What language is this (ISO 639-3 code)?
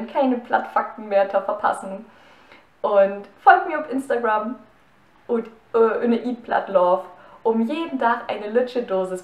nds